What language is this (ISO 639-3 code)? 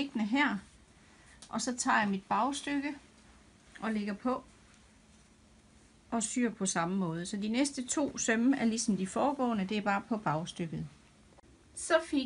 dan